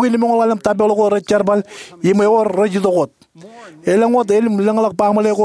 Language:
Marshallese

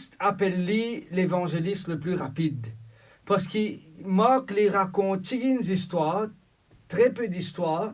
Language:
Morisyen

